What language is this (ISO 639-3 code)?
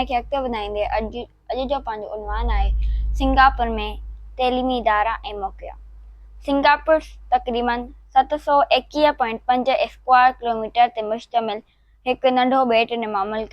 snd